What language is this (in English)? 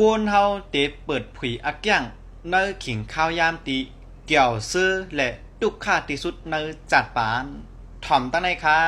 Shan